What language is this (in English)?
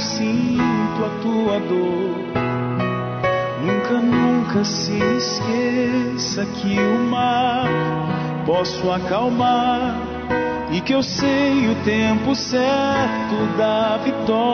Portuguese